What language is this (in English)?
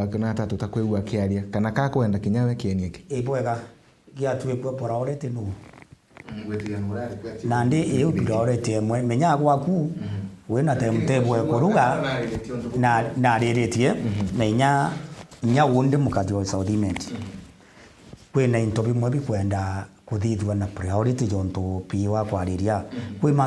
Meru